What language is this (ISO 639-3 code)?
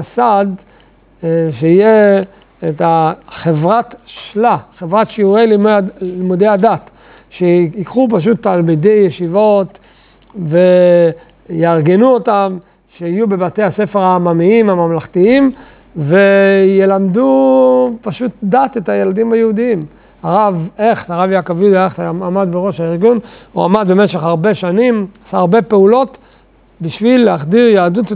heb